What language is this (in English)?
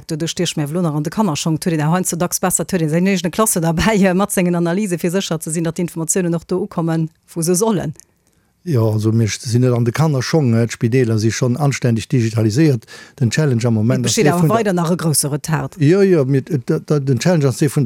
Luxembourgish